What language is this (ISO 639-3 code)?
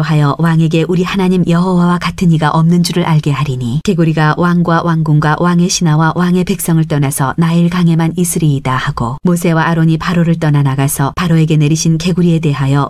kor